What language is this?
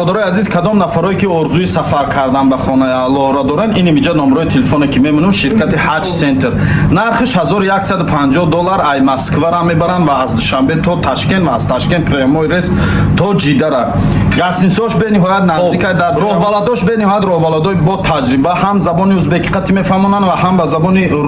Tajik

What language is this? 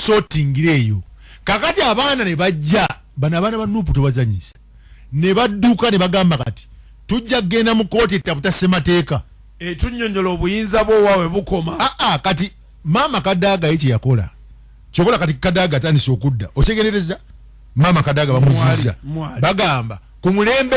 Ganda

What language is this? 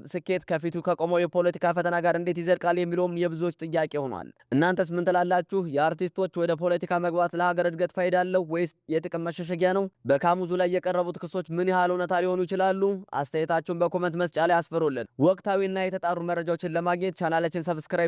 Amharic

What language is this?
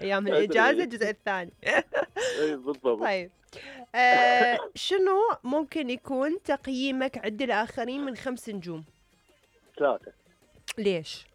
Mesopotamian Arabic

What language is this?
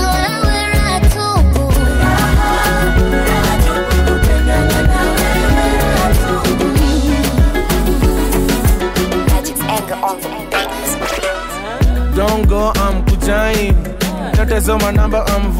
Swahili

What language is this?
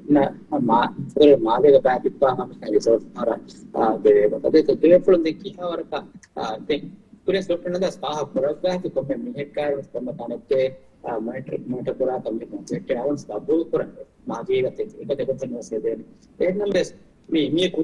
Divehi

